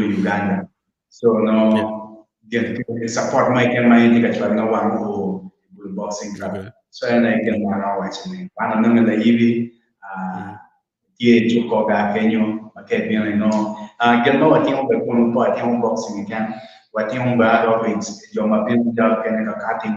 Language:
Acoli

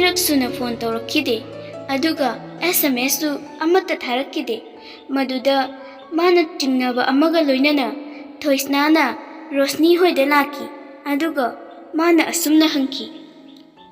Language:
Manipuri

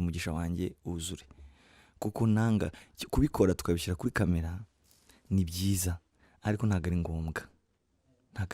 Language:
Kinyarwanda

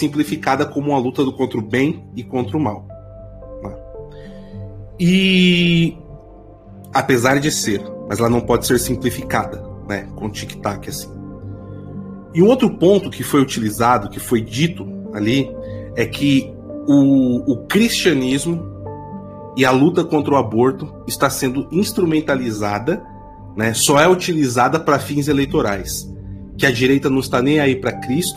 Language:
Portuguese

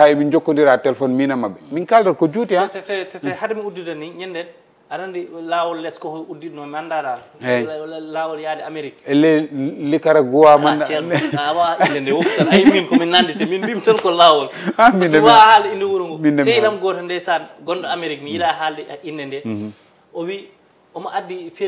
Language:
Fula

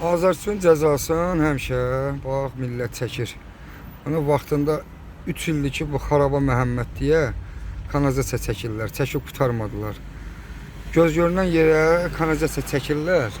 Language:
Azerbaijani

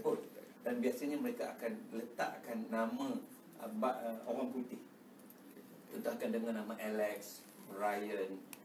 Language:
Malay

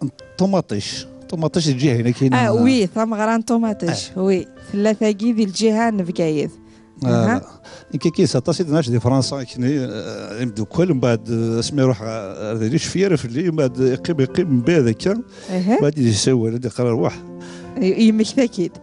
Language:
Kabyle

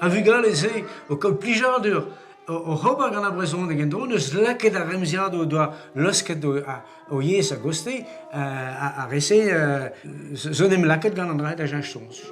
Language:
Breton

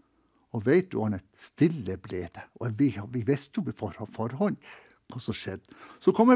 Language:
Norwegian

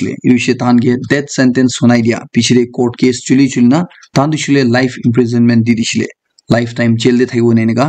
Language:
Naga Pidgin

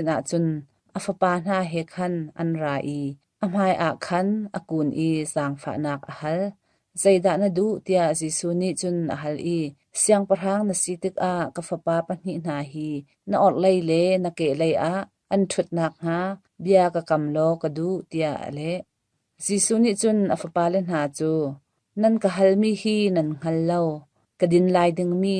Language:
Hakha Chin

